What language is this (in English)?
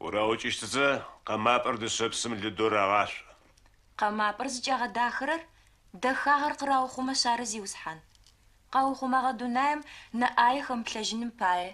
Adyghe